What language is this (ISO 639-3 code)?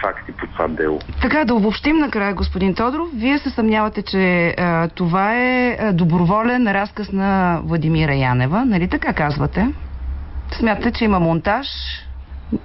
bul